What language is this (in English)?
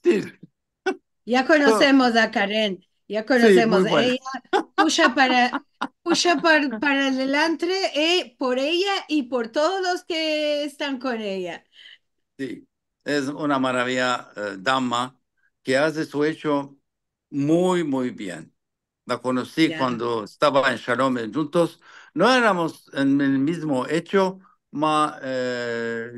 Ladino